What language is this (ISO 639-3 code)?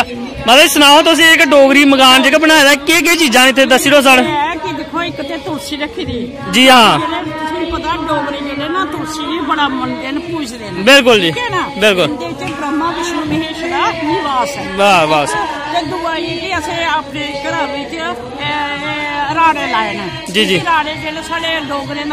doi